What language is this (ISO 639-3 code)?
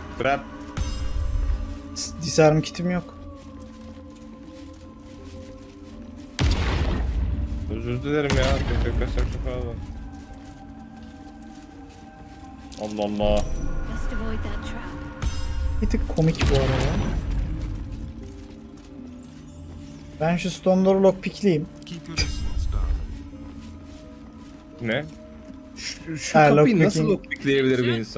tur